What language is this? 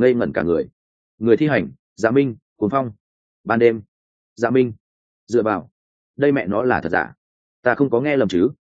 Vietnamese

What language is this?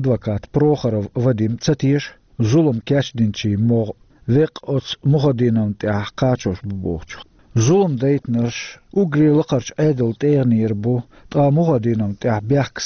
Chechen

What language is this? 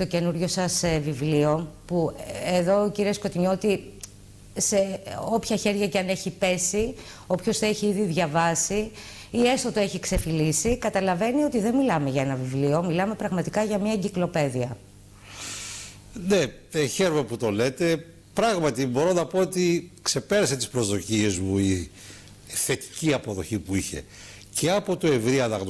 Greek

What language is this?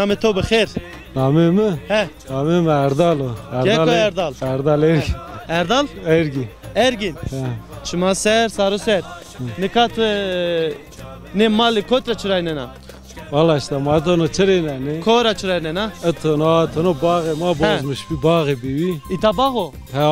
Zaza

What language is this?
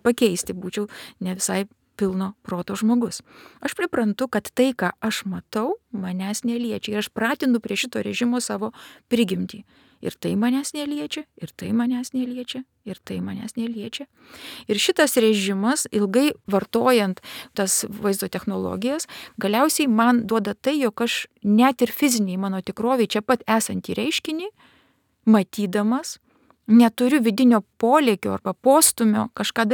Lithuanian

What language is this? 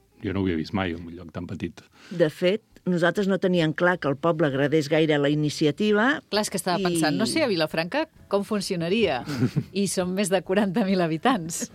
Catalan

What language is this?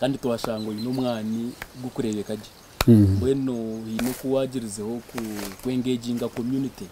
Nyankole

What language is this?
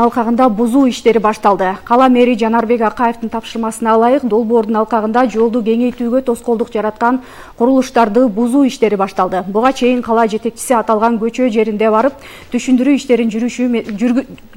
Kyrgyz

